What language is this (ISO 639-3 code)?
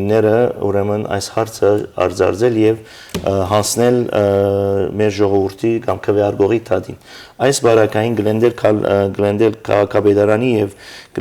hyw